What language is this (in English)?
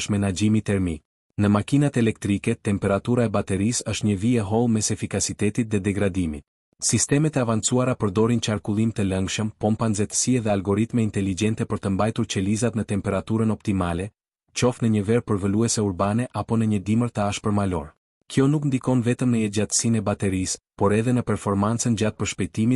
Albanian